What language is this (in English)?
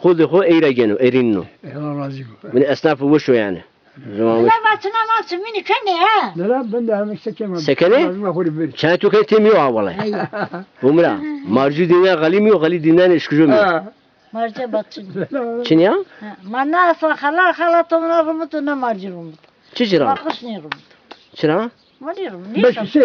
Zaza